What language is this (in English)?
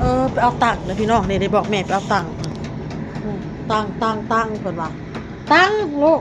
Northeastern Thai